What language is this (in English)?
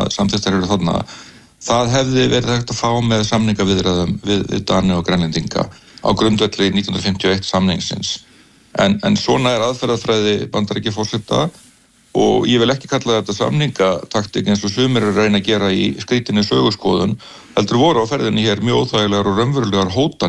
Icelandic